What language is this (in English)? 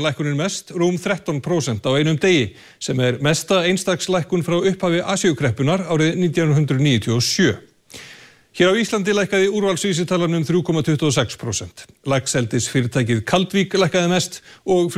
Icelandic